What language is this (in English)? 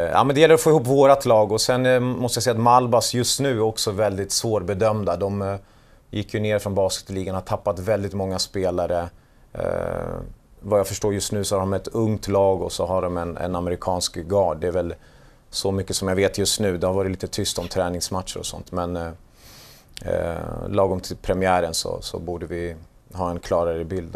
Swedish